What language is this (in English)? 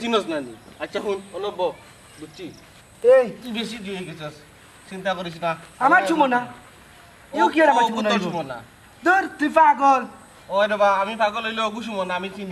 Sylheti